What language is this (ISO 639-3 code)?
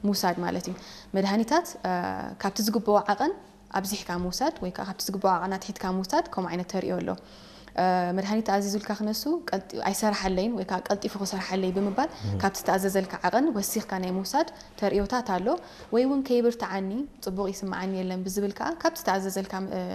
tir